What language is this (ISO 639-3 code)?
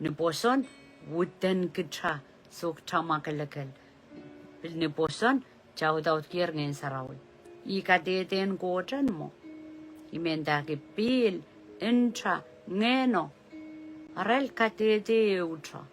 pon